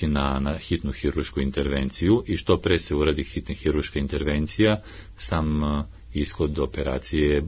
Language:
Serbian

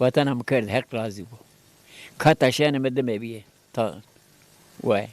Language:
Zaza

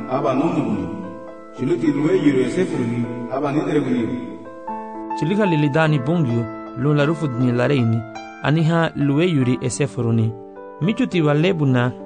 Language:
Garifuna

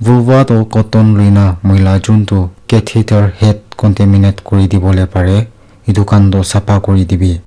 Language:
Naga Pidgin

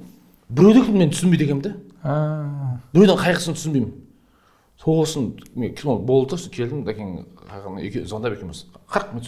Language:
Kazakh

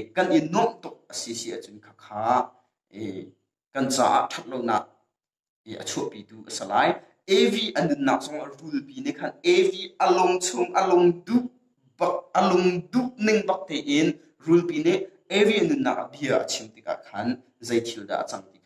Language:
Hakha Chin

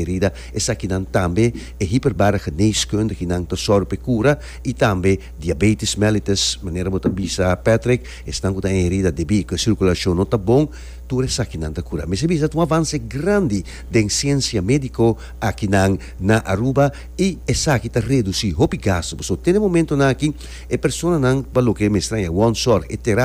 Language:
Papiamento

